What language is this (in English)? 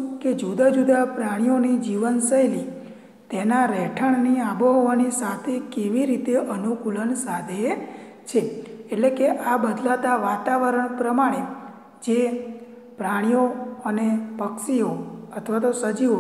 Gujarati